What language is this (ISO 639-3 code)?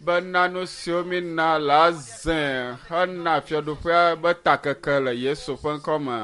ewe